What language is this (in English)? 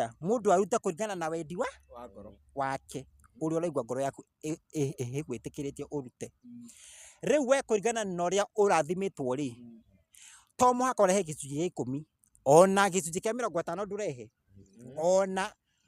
Kikuyu